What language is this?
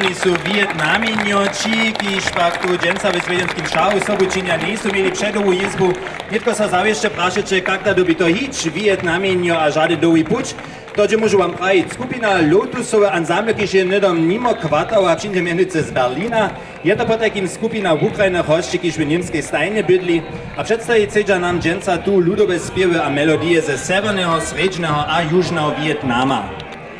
Upper Sorbian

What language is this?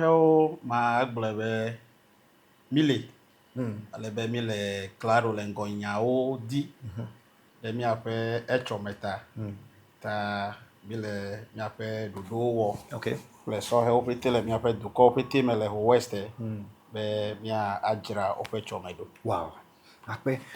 Ewe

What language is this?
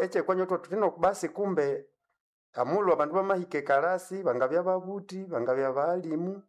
Nande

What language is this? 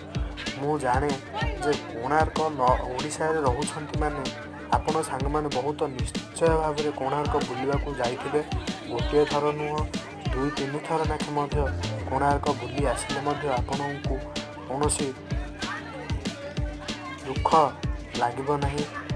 Odia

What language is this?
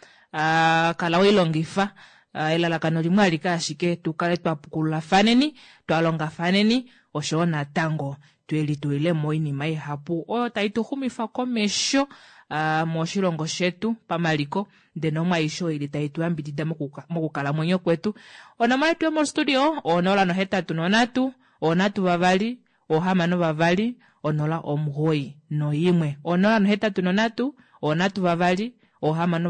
Kuanyama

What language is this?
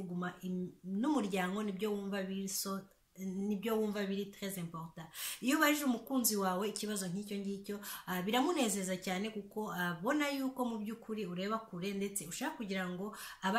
Kinyarwanda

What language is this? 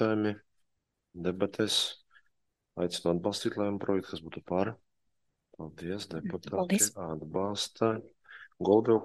Latvian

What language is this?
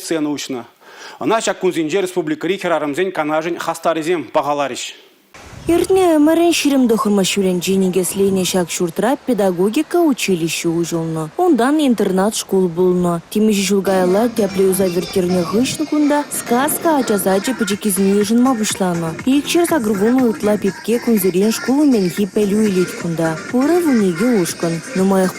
Chuvash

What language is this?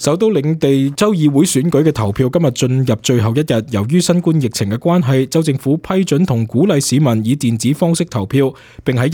Cantonese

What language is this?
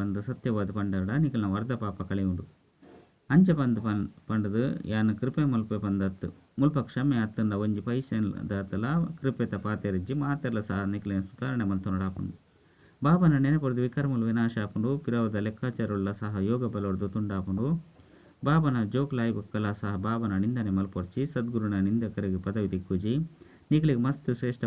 Tulu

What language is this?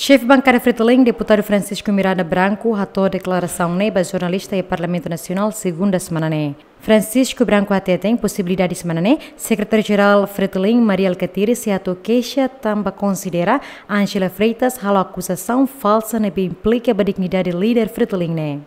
Tetum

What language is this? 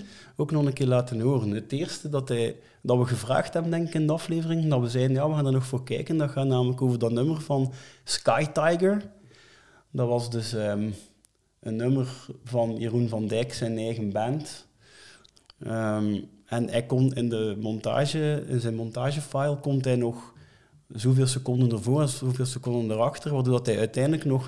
Dutch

